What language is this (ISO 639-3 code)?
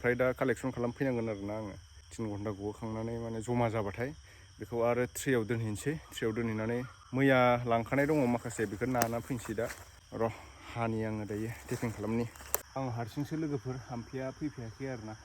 brx